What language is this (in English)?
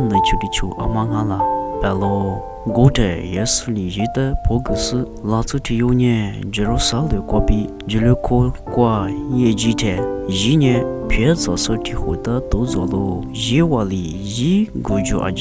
Lisu